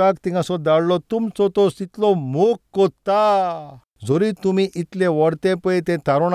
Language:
Konkani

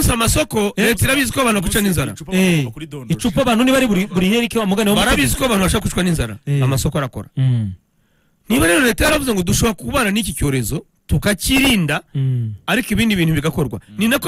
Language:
Kinyarwanda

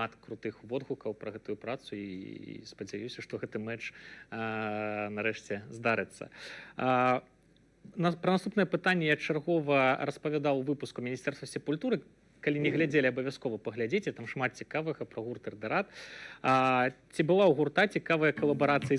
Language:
Belarusian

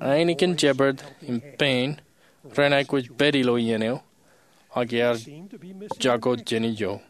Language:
Marshallese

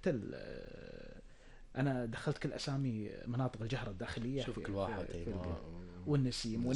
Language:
Gulf Arabic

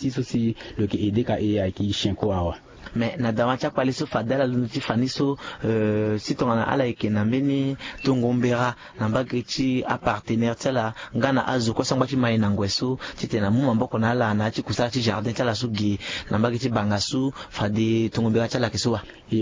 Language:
Sango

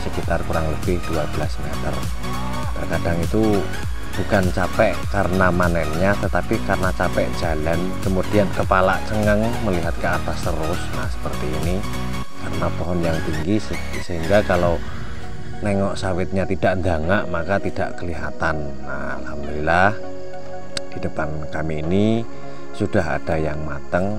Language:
Indonesian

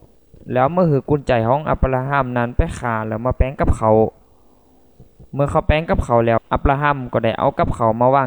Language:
Thai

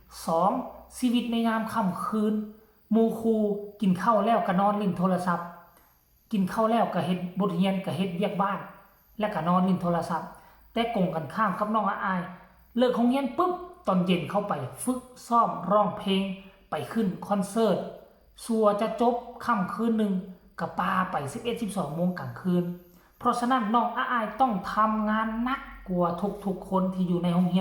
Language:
Northeastern Thai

